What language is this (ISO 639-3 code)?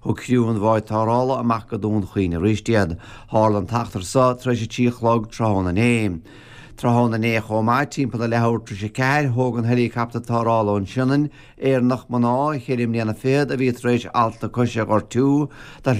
gle